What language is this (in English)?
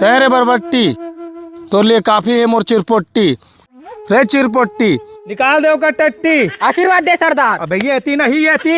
Chhattisgarhi